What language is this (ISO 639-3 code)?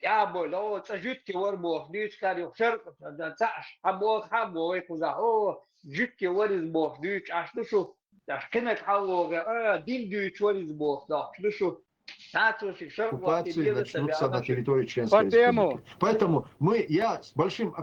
che